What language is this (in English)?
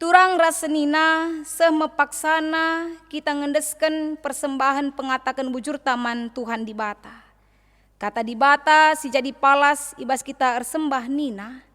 Batak Karo